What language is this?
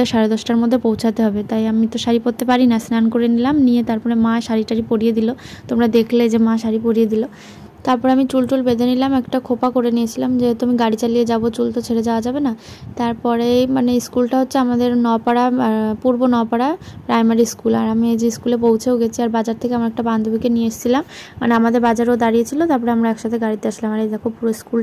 Bangla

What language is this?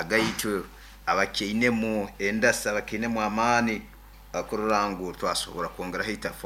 Nyankole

